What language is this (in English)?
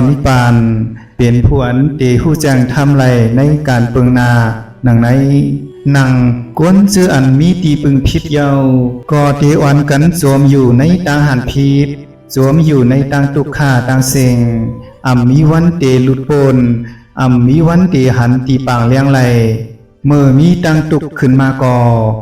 Shan